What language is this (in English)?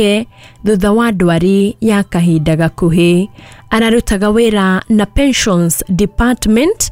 Kikuyu